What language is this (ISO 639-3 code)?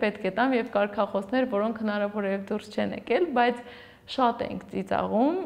hye